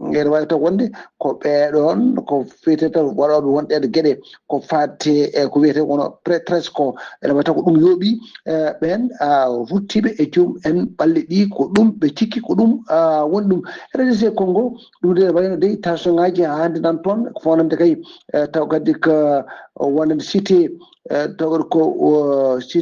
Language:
Fula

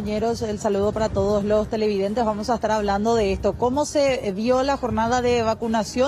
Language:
Spanish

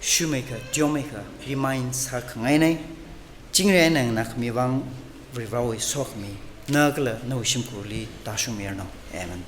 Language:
Tangkhul Naga (India)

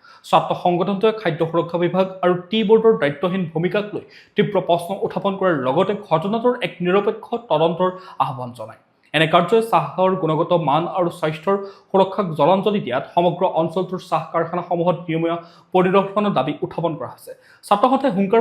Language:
Assamese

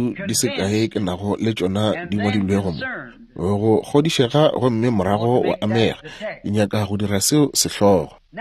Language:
Northern Sotho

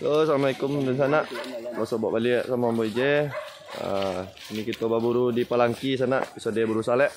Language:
Minangkabau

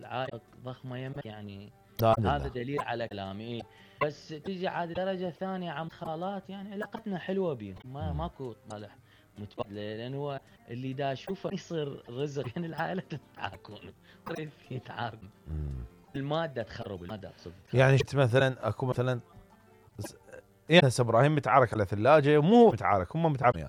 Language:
Mesopotamian Arabic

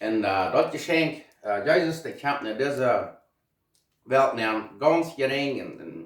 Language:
Plautdietsch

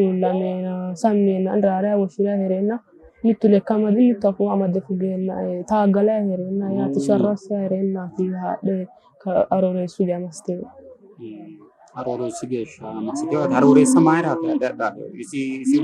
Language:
Sidamo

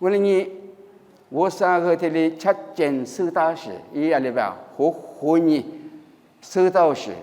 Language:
Lisu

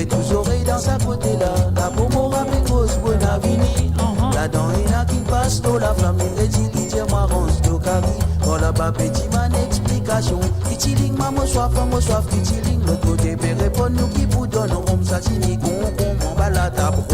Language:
Morisyen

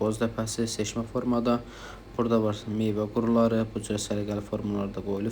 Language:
Azerbaijani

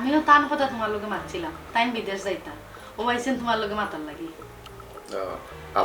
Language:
Sylheti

